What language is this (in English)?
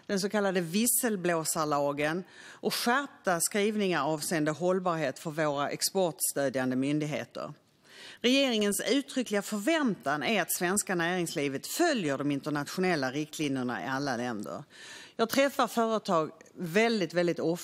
Swedish